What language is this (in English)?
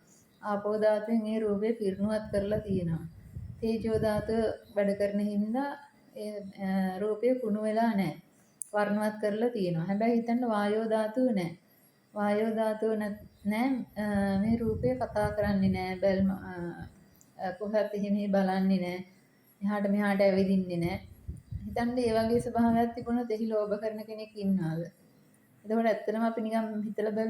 Sinhala